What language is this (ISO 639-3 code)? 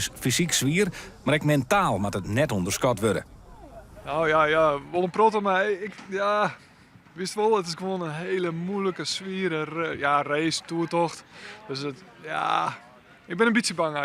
fry